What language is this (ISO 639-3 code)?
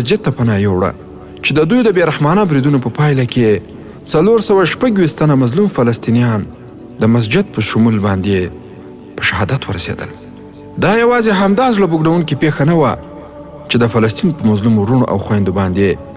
pus